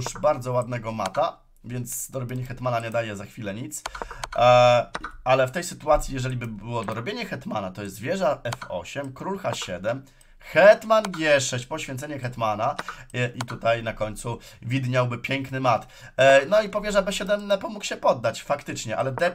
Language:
Polish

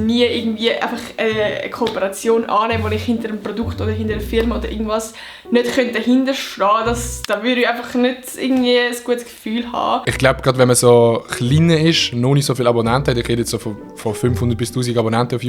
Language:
Swiss German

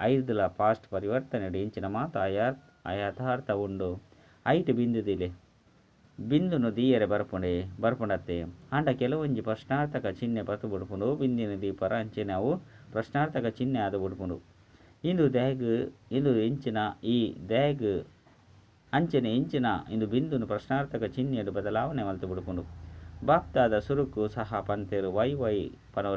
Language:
Tulu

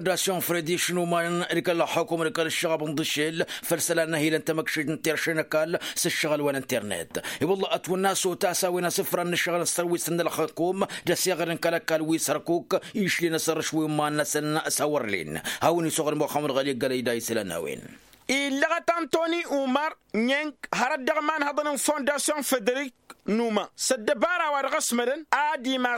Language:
Tamasheq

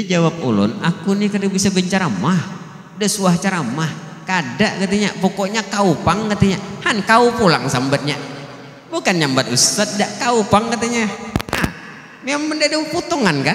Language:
Banjar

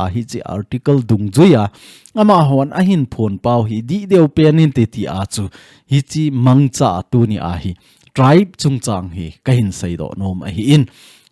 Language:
Thado Chin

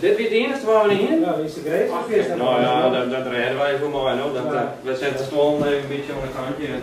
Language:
Western Frisian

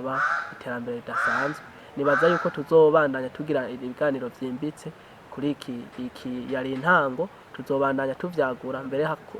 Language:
Rundi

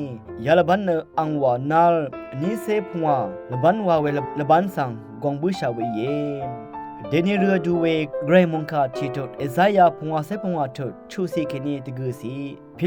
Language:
Rawang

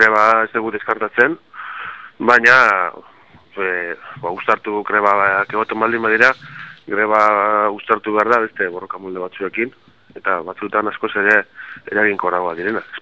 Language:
Basque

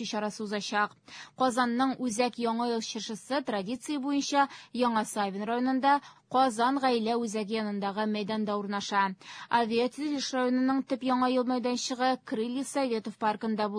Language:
Tatar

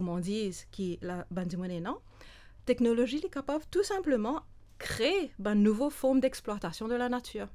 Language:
Morisyen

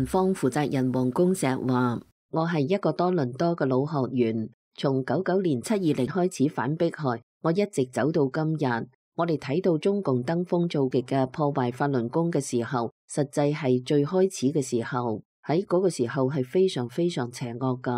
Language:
Cantonese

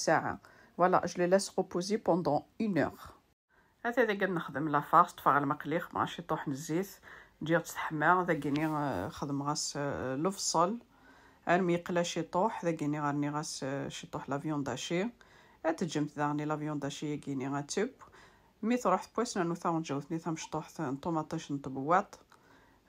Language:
Kabyle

